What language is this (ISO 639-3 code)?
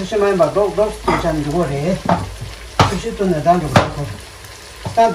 bod